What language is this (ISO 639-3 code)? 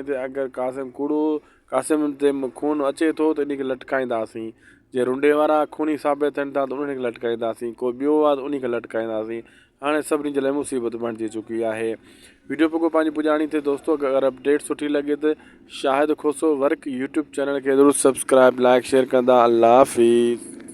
snd